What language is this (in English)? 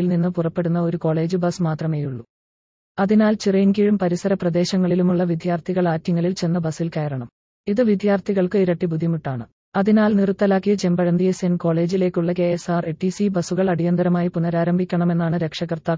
Malayalam